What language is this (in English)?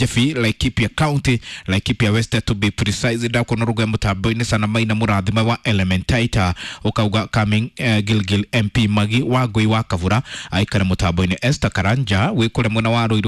Kikuyu